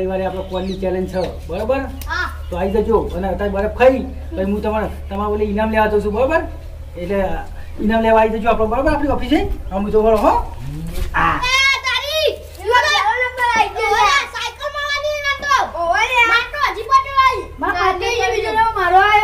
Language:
Gujarati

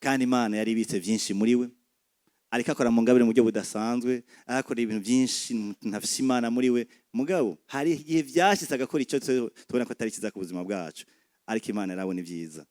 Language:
Rundi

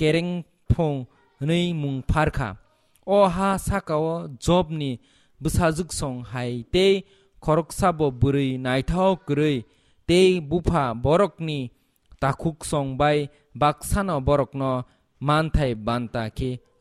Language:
Kok Borok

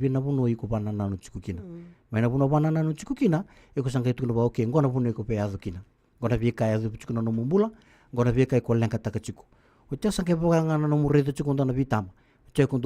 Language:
Fijian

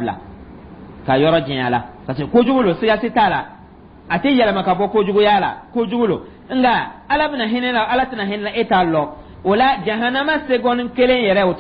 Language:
Dyula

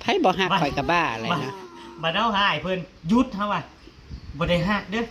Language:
Northeastern Thai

